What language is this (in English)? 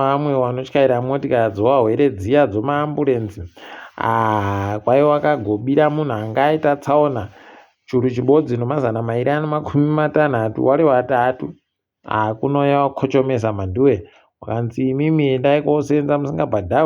Ndau